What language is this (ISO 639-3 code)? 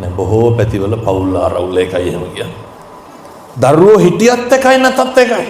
sin